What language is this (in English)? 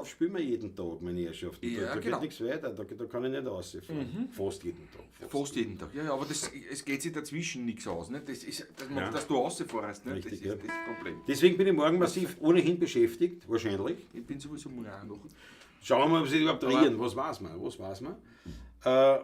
Bavarian